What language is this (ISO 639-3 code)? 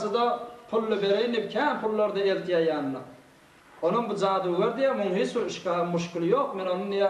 tuk